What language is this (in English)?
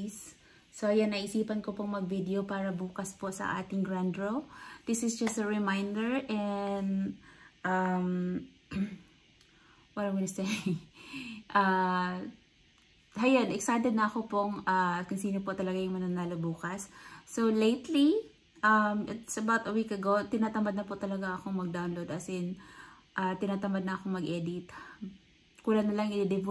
Filipino